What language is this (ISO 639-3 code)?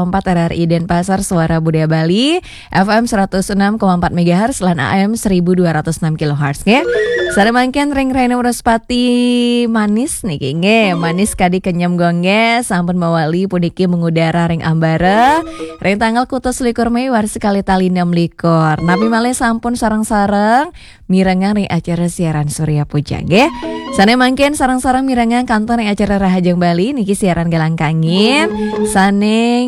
ban